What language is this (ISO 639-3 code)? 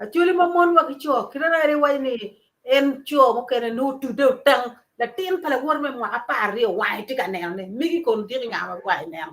ach